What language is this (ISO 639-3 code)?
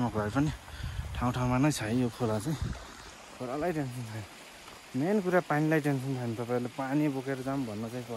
nep